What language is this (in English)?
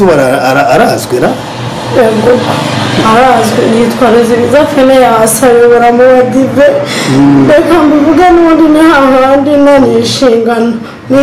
Kinyarwanda